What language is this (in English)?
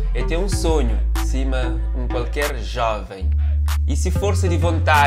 Kabuverdianu